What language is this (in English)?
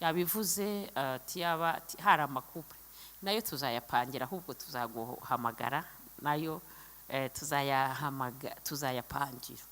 Kinyarwanda